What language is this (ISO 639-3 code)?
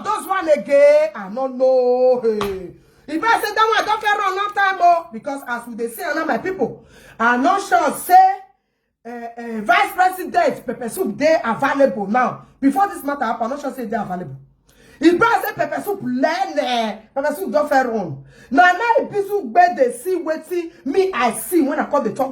pcm